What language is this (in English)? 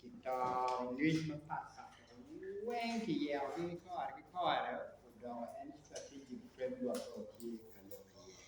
Acoli